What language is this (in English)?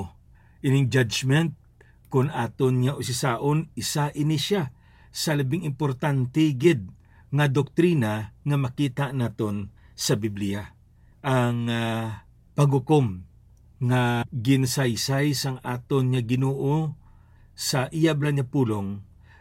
Hiligaynon